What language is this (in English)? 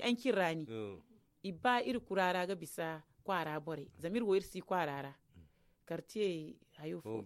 Zarma